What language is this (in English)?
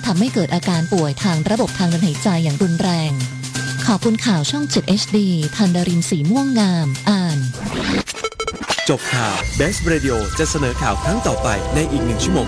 Thai